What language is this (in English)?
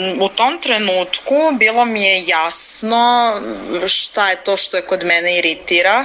Serbian